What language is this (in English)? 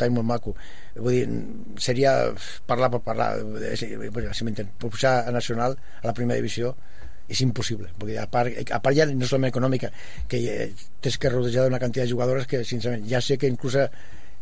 Catalan